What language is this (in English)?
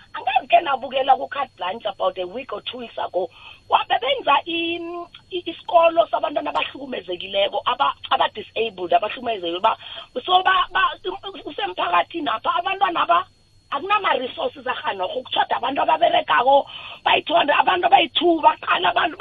South Ndebele